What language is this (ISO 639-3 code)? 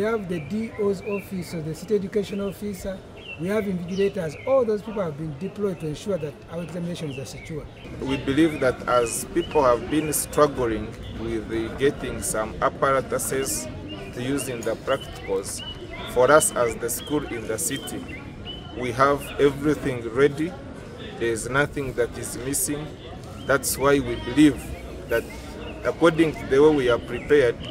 nyn